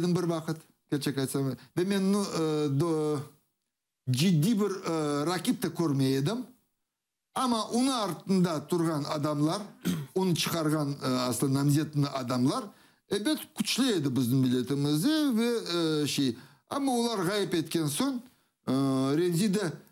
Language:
Crimean Tatar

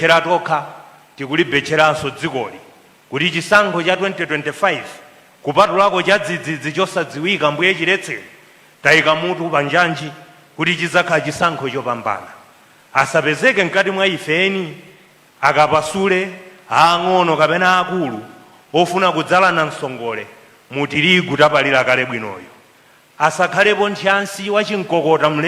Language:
Nyanja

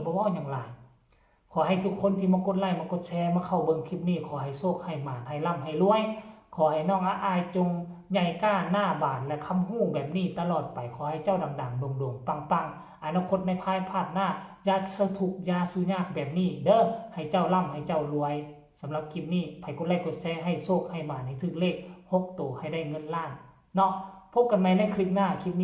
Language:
Northeastern Thai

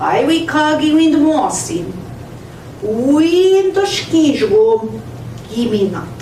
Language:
Central Ojibwa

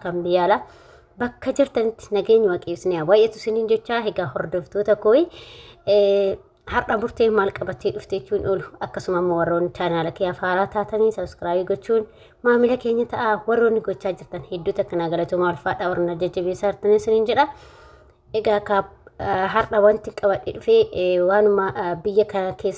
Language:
Oromo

